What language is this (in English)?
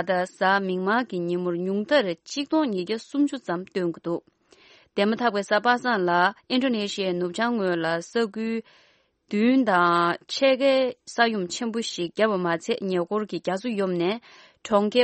Tibetan